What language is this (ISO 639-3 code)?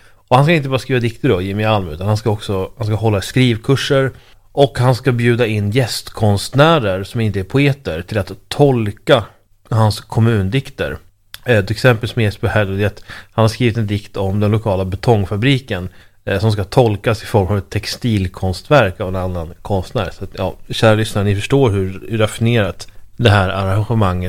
swe